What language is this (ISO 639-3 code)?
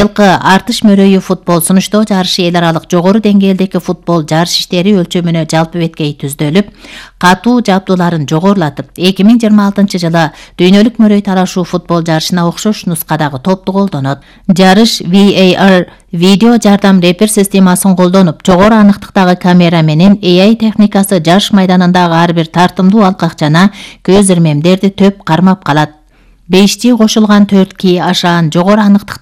kir